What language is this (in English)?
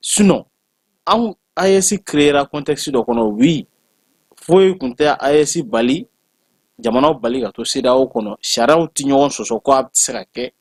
Bambara